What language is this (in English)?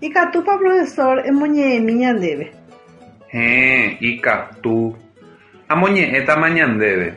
Guarani